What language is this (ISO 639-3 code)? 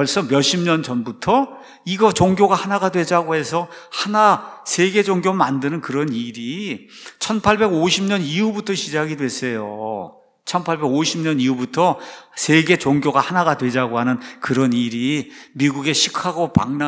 kor